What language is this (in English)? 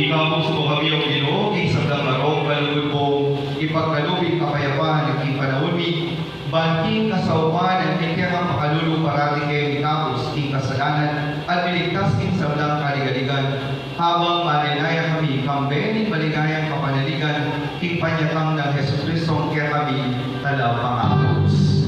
Pampanga